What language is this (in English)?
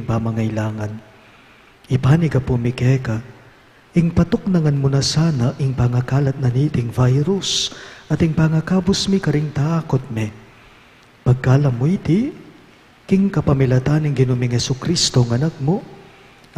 Pampanga